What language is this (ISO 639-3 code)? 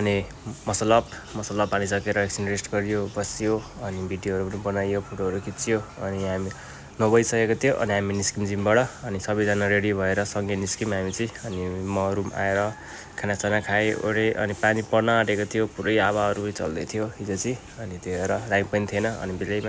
nep